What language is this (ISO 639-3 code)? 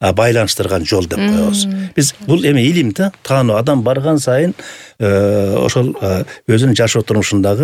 kir